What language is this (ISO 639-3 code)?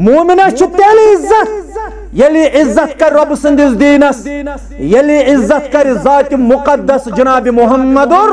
kas